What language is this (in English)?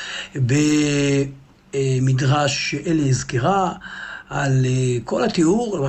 Hebrew